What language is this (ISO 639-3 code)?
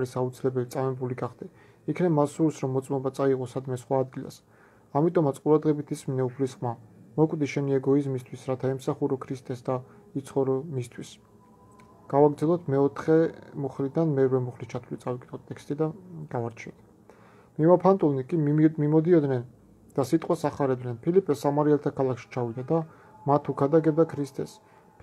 kat